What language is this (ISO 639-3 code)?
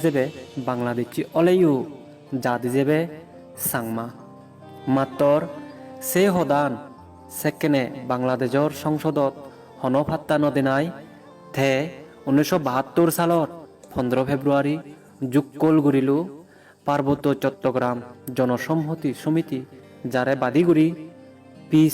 ccp